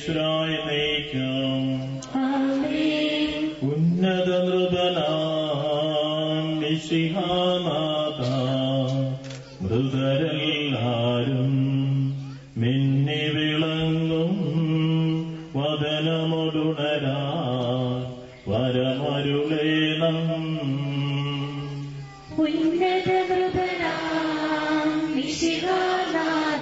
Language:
Malayalam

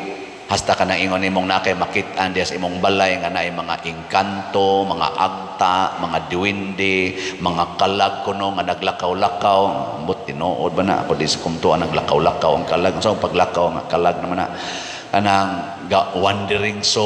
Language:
Cebuano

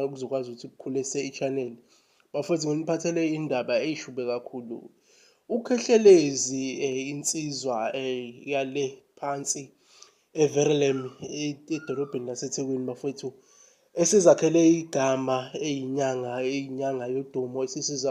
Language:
Zulu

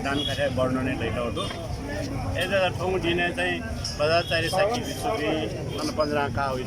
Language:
Newari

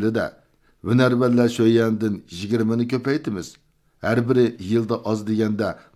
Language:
Uyghur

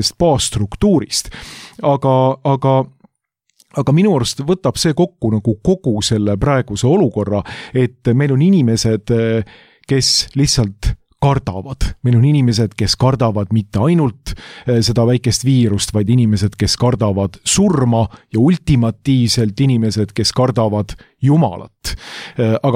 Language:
Estonian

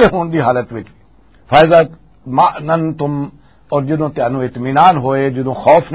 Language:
Western Panjabi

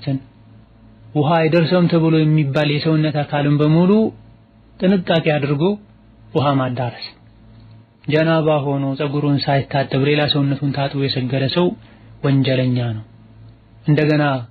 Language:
Amharic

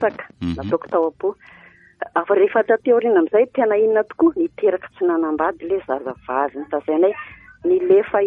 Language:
Malagasy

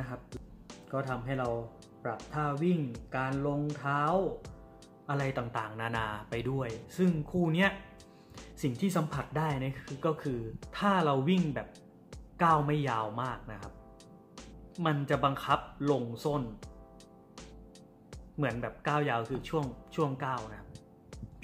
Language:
Thai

